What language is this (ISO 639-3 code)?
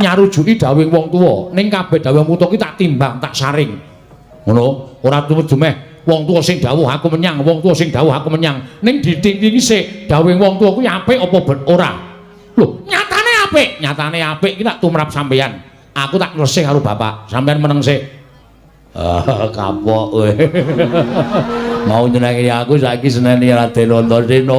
jav